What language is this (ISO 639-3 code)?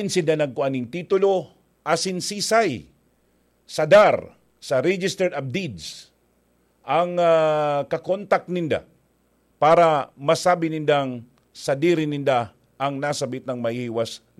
bik